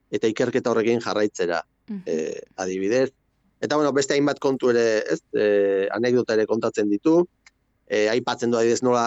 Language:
Basque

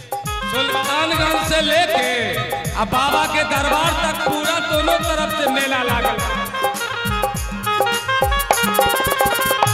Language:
Bhojpuri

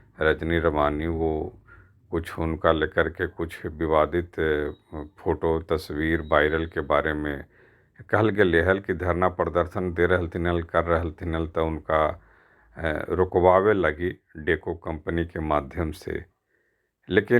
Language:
Magahi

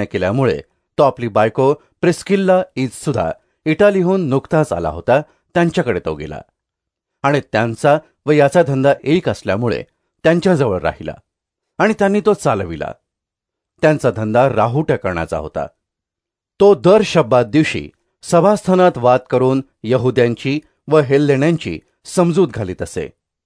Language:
Marathi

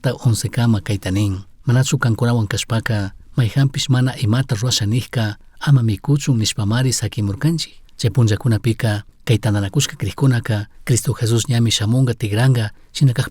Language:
Chimborazo Highland Quichua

